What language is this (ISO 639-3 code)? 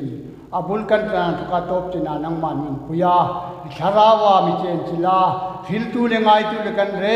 hmr